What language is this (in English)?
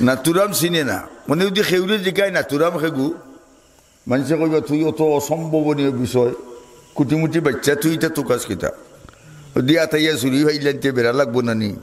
Sylheti